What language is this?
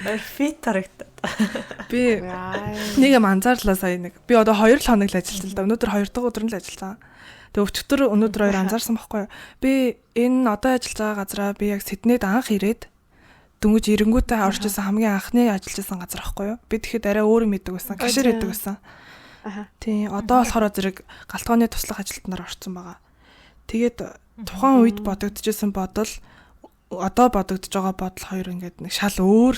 Mongolian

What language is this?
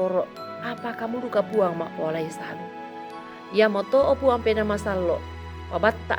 Toraja-Sa'dan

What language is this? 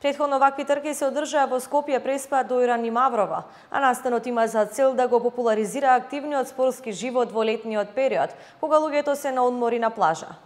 Macedonian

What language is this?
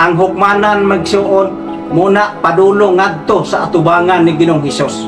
Cebuano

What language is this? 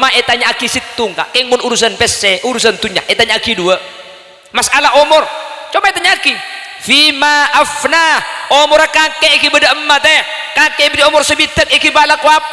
Madurese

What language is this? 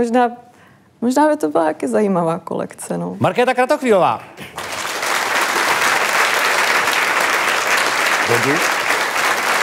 Czech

